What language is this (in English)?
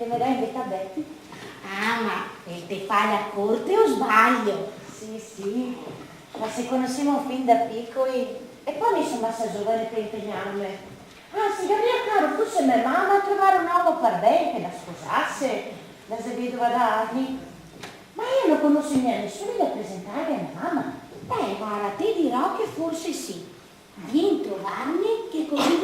Venetian